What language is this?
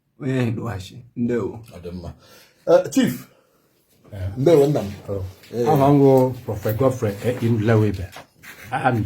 Igbo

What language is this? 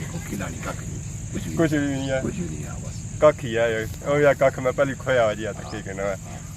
Pahari-Potwari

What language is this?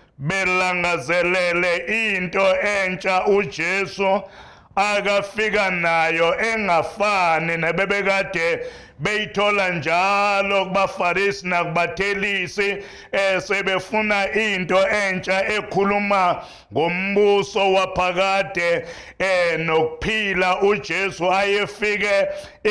Zulu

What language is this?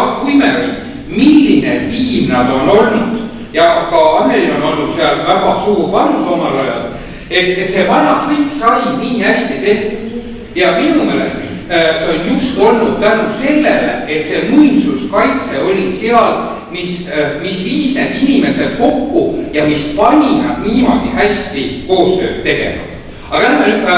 Estonian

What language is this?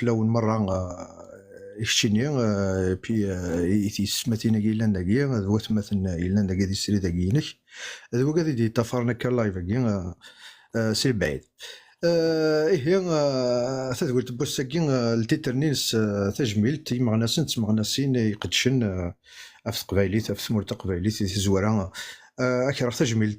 Kabyle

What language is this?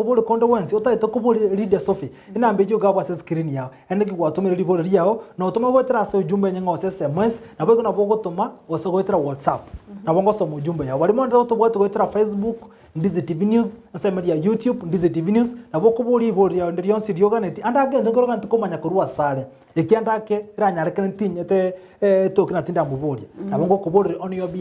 Gusii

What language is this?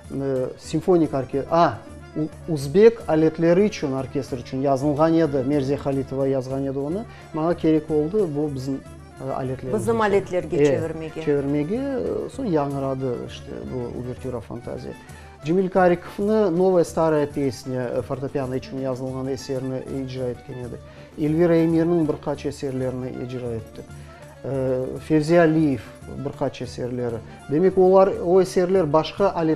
Crimean Tatar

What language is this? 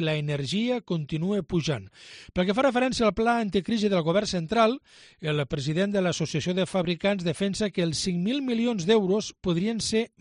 Catalan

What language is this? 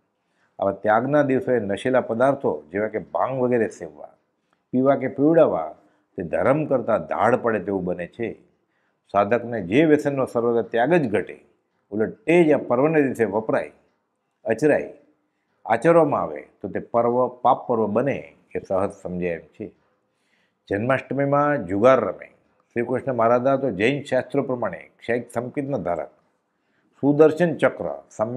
Gujarati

